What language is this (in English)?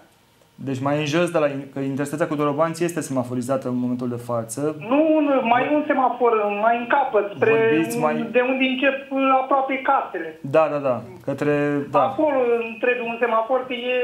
Romanian